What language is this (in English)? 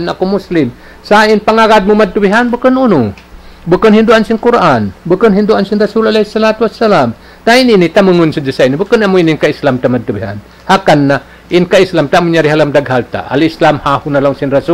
Tausug